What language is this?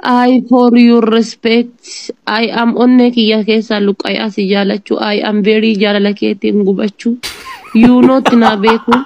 Oromo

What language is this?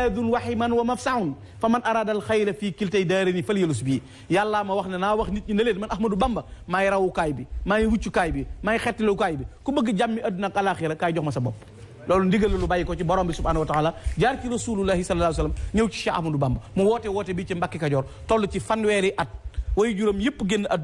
Wolof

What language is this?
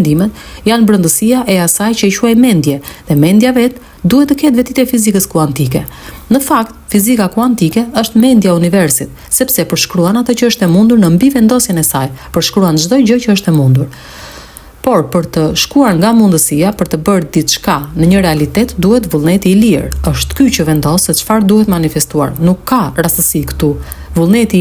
Albanian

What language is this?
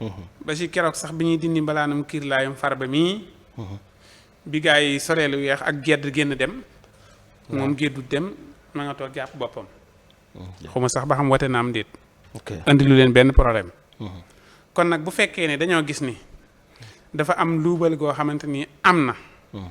Wolof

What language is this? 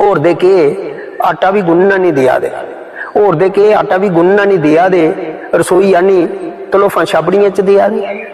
Dogri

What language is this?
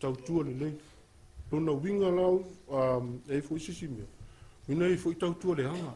Samoan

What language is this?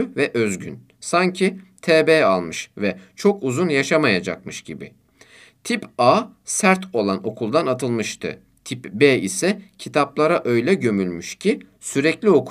Turkish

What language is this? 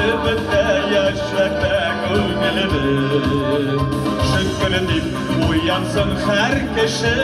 Tatar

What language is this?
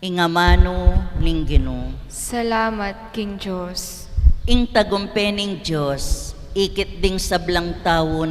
Pampanga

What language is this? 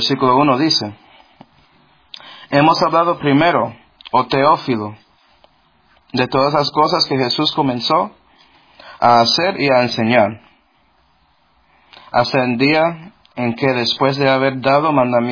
Spanish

